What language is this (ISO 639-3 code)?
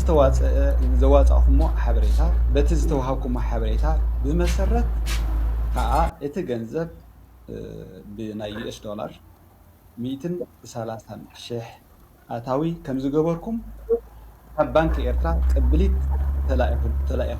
tir